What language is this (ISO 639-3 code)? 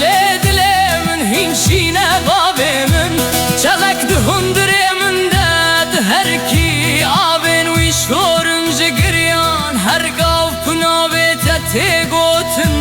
kur